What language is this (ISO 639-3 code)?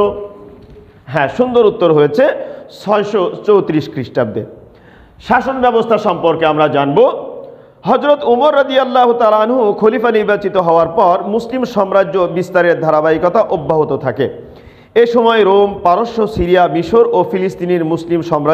ben